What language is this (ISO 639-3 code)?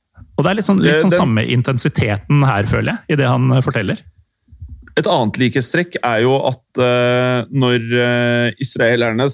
nor